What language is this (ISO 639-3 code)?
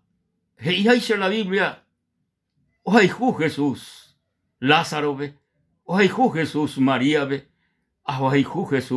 grn